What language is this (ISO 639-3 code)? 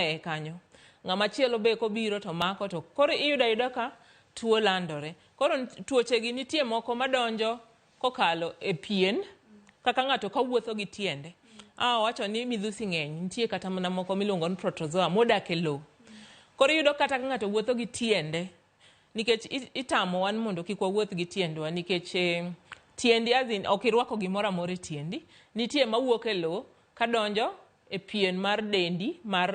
luo